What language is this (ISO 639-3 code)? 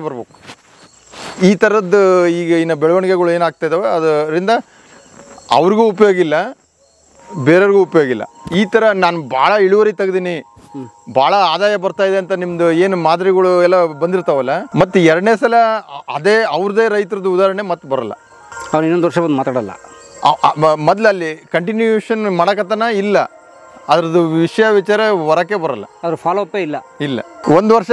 kan